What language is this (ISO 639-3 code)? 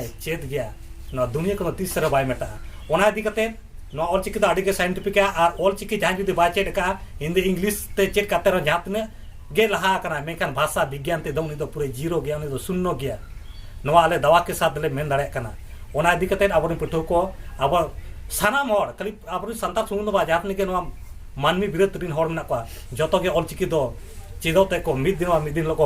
sat